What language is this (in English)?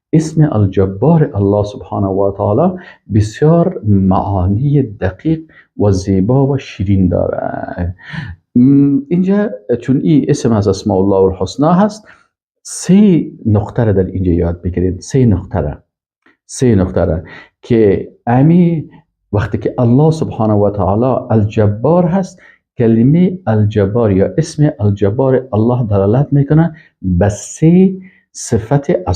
Persian